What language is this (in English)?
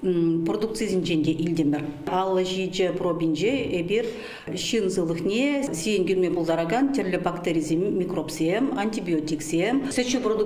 Chuvash